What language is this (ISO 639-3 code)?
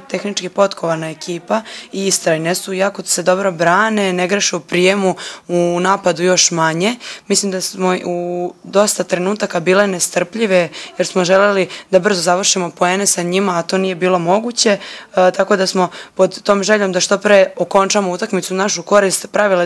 srp